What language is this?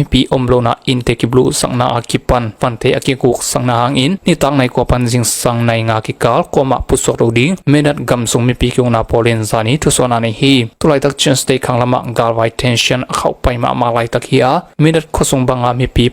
Tedim Chin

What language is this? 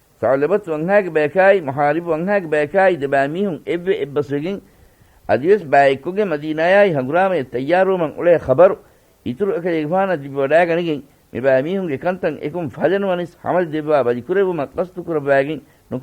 Divehi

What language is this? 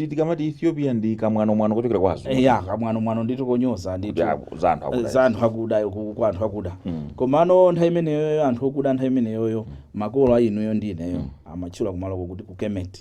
Nyanja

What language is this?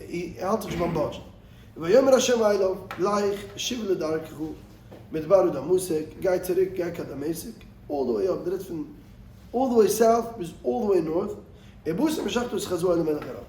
Yiddish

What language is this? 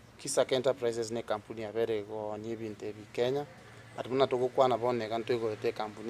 Gusii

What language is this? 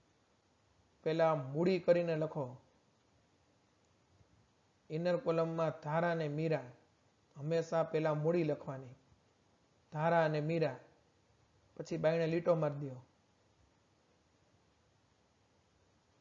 Gujarati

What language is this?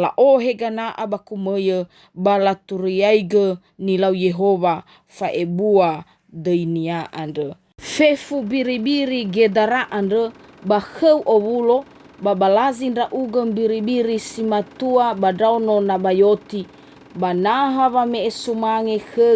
Nias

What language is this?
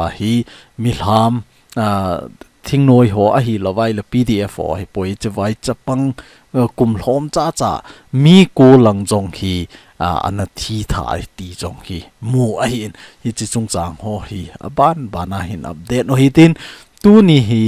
Thado Chin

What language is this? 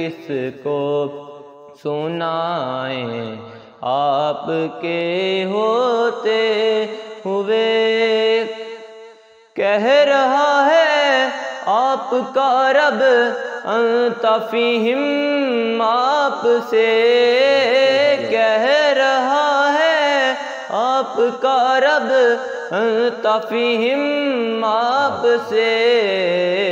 Urdu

